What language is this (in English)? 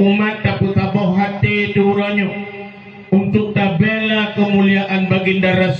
Achinese